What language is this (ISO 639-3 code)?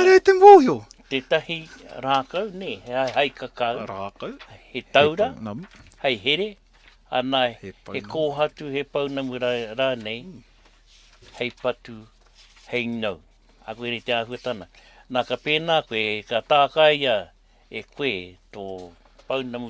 mri